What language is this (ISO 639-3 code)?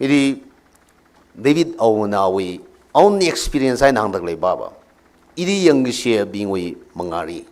nmf